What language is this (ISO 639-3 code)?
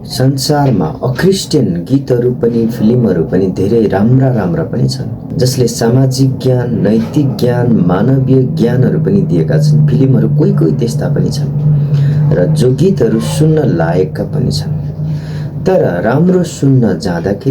nep